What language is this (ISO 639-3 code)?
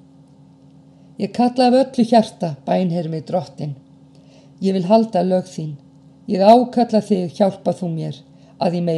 isl